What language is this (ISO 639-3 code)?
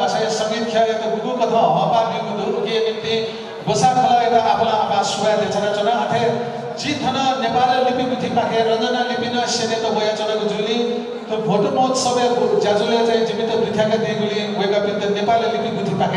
new